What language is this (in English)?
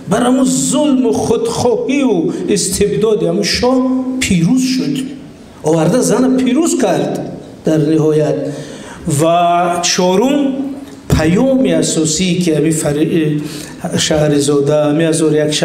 Tajik